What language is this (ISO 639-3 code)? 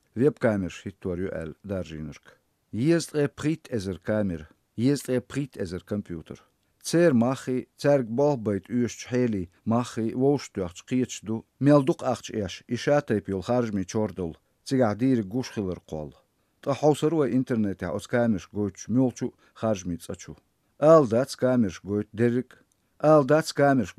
che